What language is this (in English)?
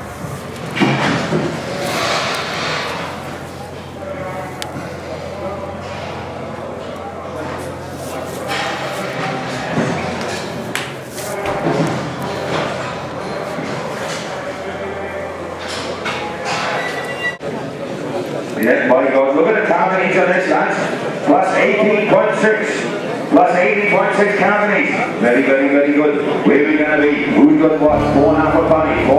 English